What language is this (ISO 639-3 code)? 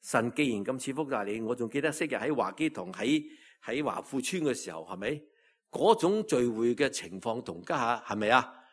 yue